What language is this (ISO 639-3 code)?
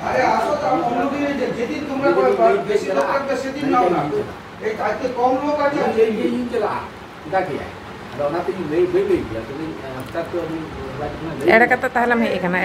sat